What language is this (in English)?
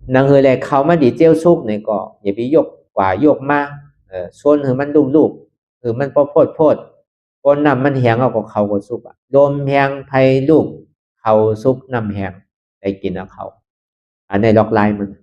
Shan